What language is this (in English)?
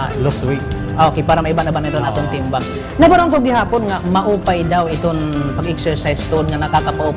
Waray